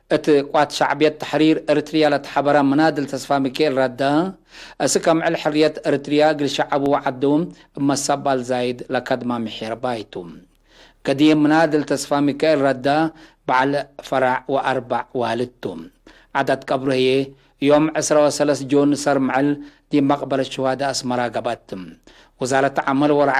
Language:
Tigre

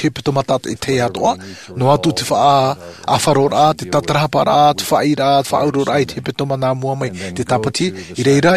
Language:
Tahitian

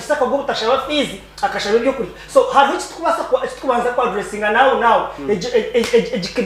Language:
Nyankole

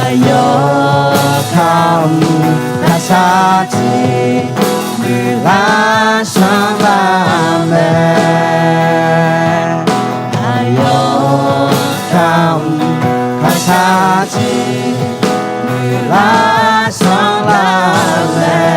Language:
Akha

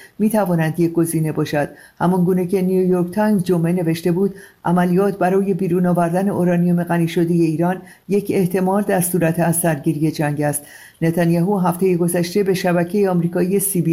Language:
Persian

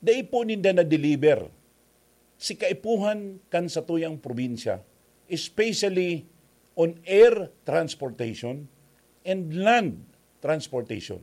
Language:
Bikol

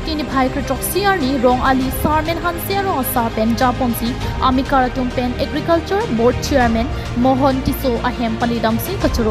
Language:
Karbi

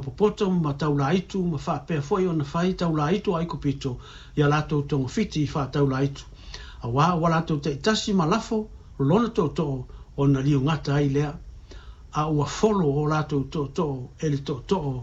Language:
Samoan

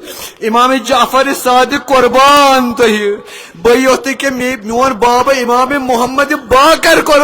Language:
Kashmiri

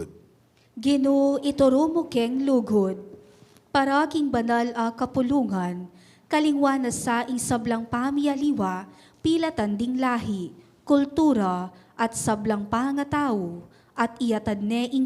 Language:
Pampanga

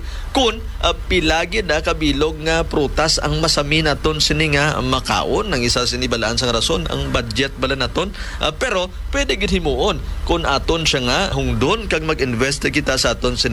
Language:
Hiligaynon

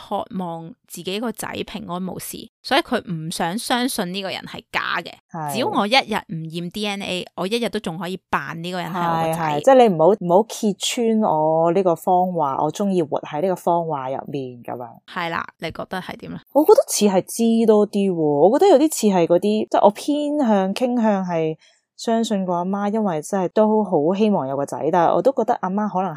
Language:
Cantonese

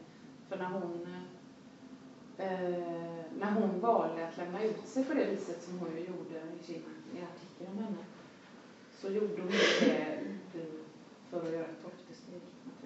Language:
Swedish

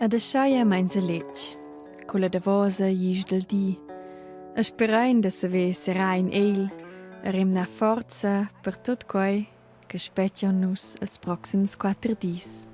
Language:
Romansh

